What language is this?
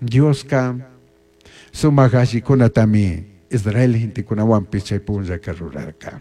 Chimborazo Highland Quichua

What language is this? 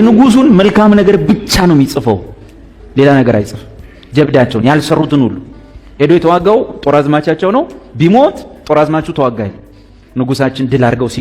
Amharic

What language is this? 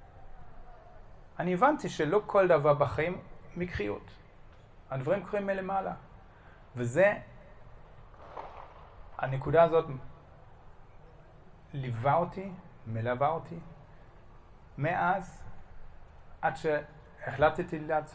Hebrew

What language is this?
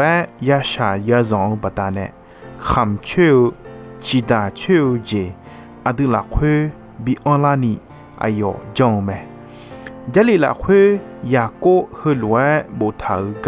Akha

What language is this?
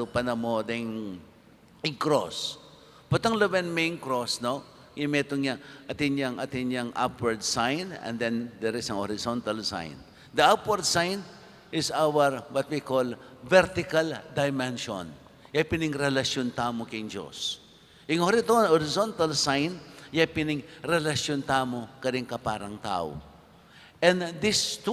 Pampanga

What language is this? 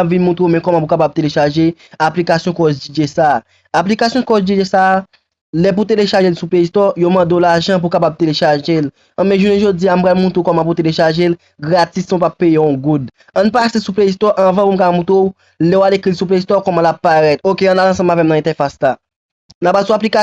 Haitian Creole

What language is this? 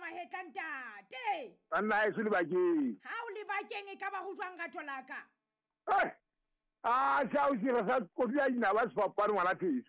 Southern Sotho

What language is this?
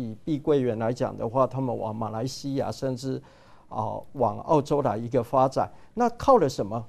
Chinese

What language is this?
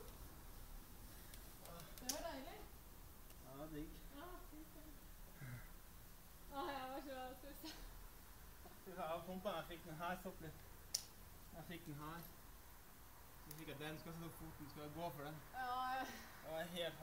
Norwegian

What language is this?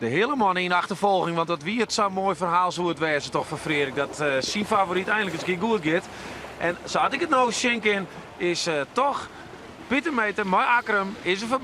Western Frisian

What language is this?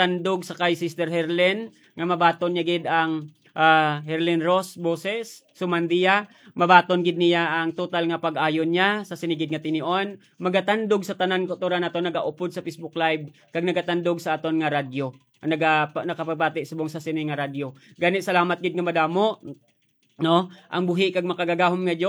Hiligaynon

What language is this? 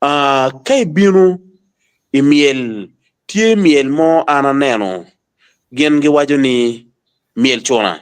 Acoli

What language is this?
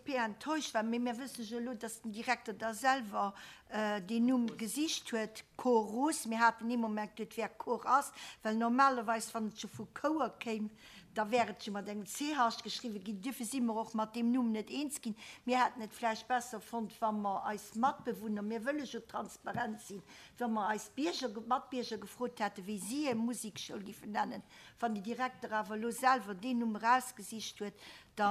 Luxembourgish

